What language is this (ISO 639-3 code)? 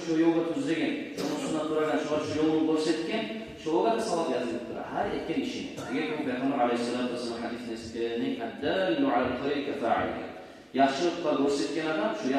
kum